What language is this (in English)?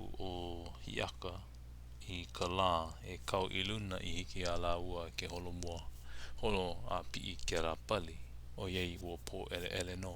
Hawaiian